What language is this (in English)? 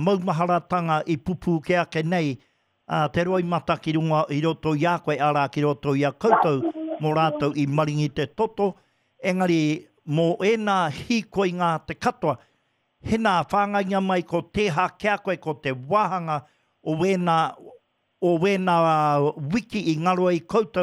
Māori